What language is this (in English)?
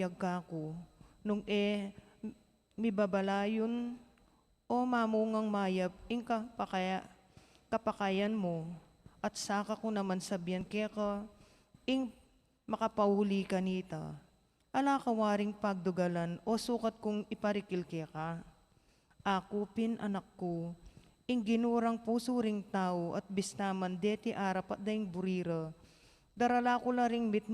Pampanga